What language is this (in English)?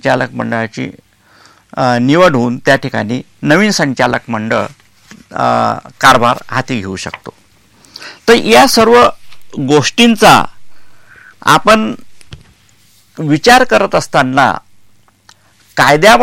Marathi